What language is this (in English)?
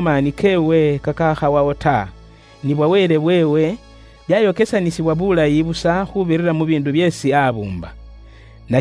Luyia